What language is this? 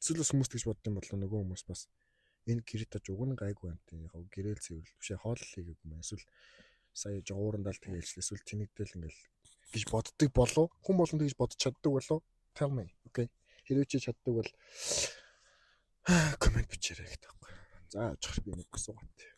Mongolian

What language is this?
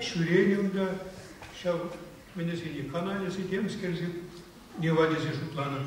Chuvash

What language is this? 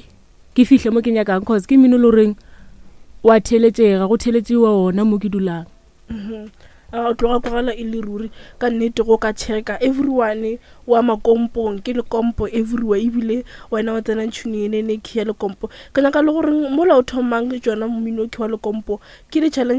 Northern Sotho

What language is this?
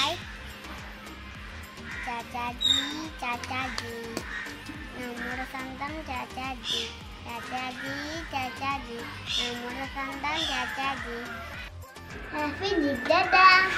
Malayalam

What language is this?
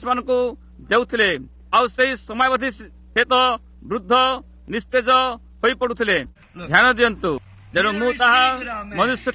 Odia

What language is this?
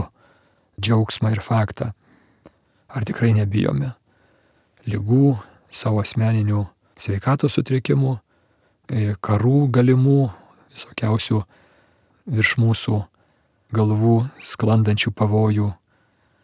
Lithuanian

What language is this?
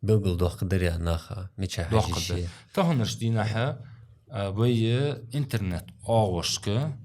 Ingush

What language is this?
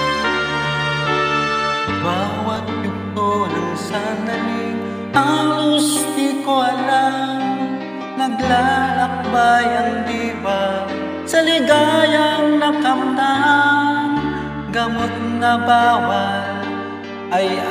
Filipino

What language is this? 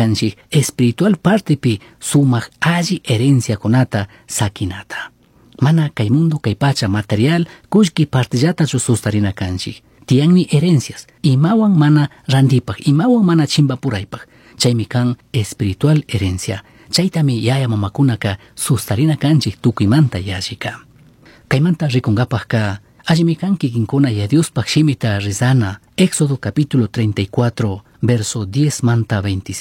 Chimborazo Highland Quichua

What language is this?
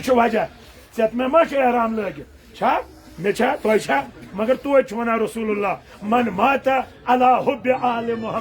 Kashmiri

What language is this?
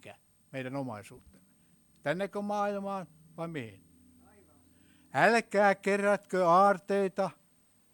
Finnish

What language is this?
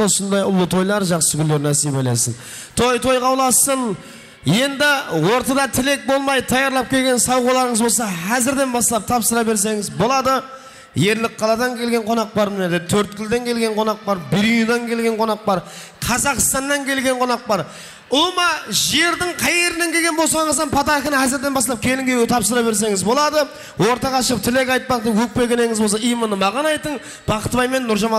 Kara-Kalpak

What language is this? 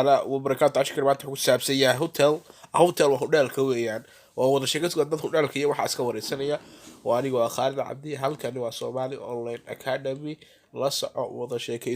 Somali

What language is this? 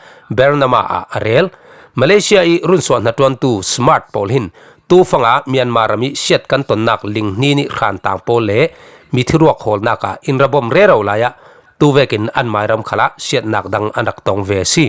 Falam Chin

